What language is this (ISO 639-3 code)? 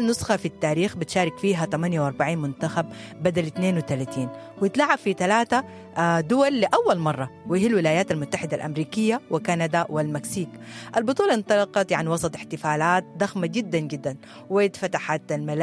apd